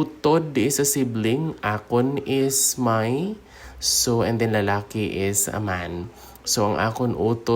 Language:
Hiligaynon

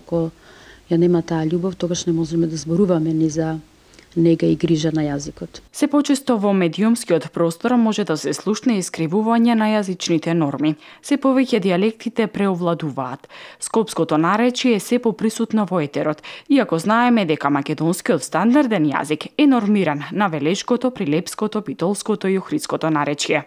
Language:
Macedonian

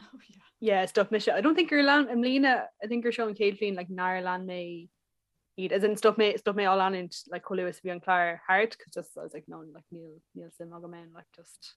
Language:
Irish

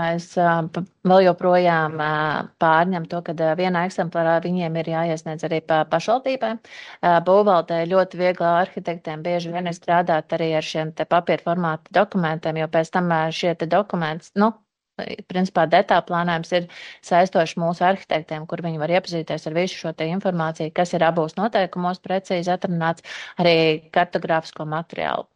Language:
Latvian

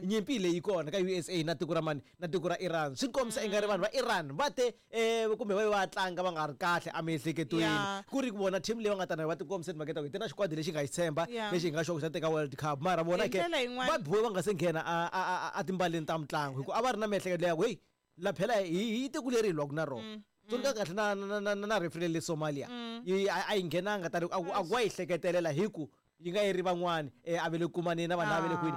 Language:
Tsonga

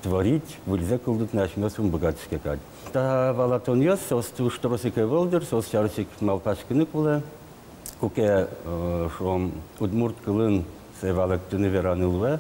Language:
Udmurt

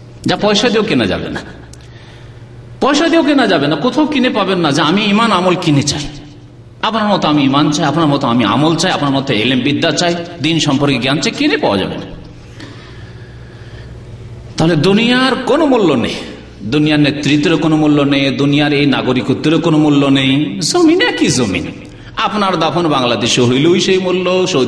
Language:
Bangla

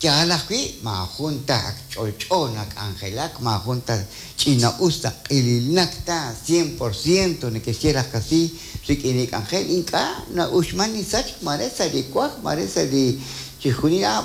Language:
Kekchí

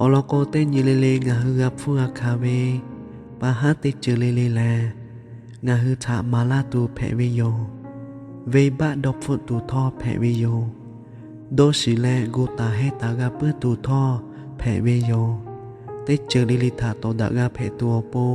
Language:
Lahu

